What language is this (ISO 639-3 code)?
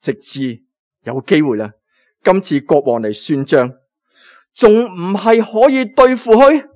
yue